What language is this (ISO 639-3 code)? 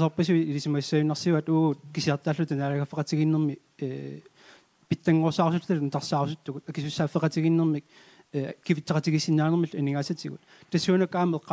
kal